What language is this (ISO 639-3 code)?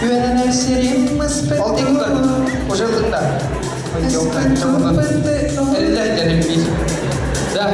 sah